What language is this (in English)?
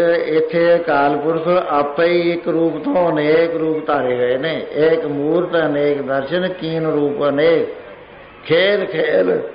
Punjabi